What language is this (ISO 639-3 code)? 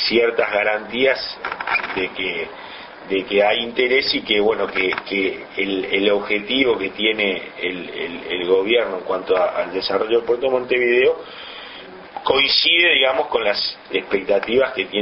spa